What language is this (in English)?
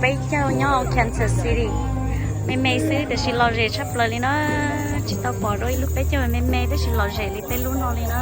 Hmong